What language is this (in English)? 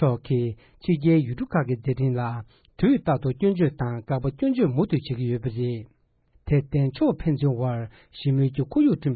Tibetan